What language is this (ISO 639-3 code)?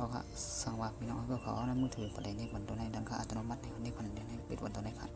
shn